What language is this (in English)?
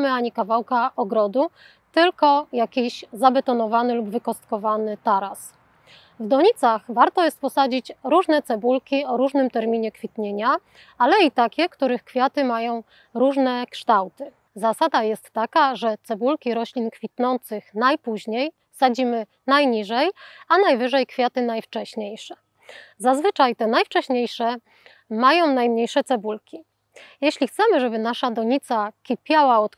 Polish